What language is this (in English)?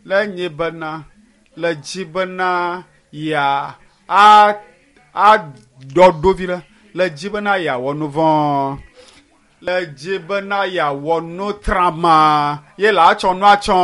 Ewe